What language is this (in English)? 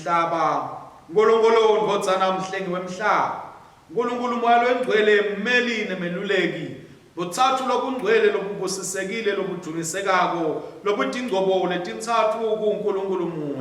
Swati